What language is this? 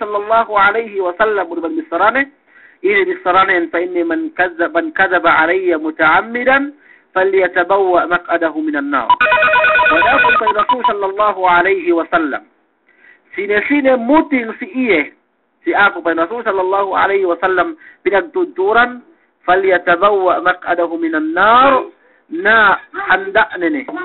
Yakan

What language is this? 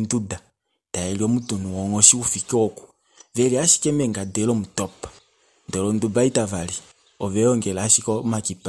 Kuanyama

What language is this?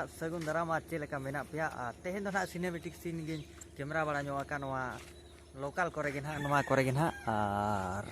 Santali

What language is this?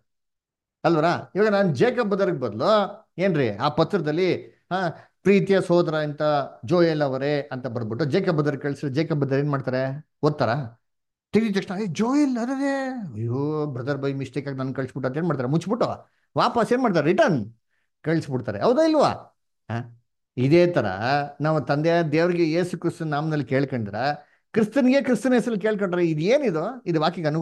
Kannada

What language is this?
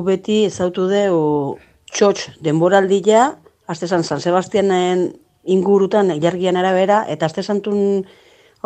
Basque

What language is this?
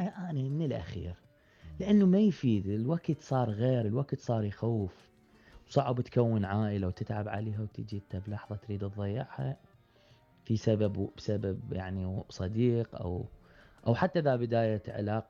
Mesopotamian Arabic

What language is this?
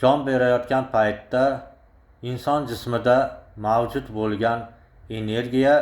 Uzbek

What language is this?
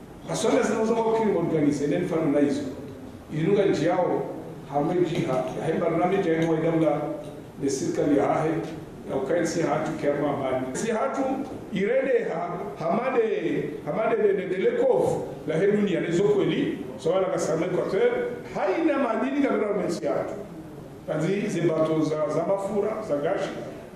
Ngazidja Comorian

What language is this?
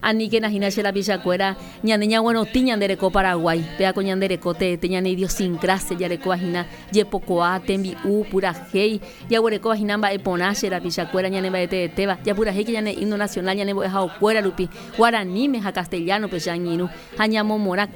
Guarani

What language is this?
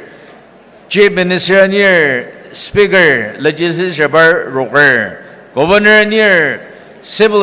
Ao Naga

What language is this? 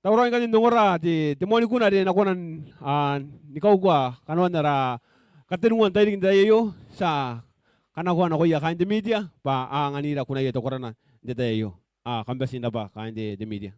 Gilbertese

